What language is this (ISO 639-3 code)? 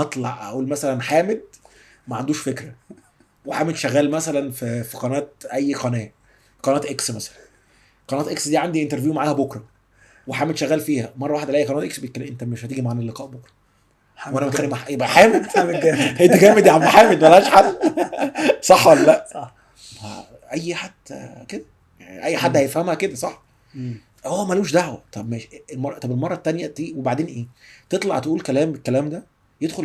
arz